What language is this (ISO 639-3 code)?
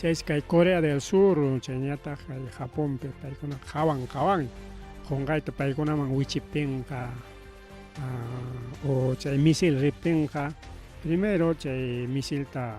quy